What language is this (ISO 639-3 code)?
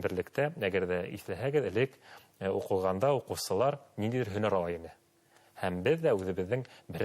bak